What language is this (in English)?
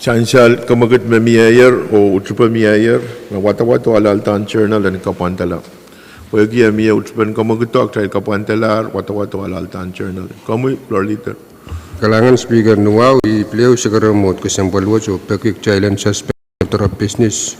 Pohnpeian